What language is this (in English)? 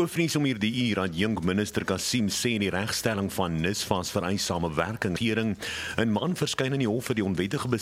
Afrikaans